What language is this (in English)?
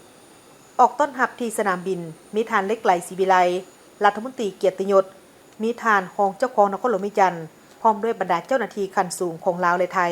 Lao